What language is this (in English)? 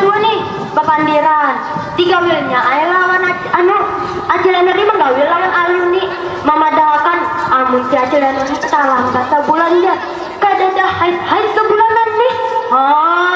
Banjar